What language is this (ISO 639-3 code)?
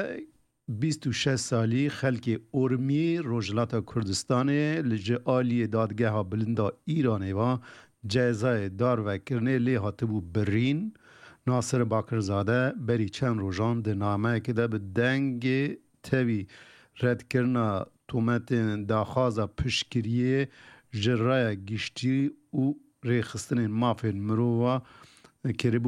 kur